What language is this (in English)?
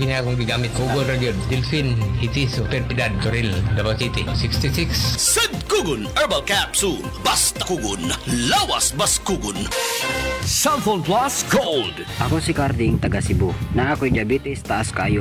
Cebuano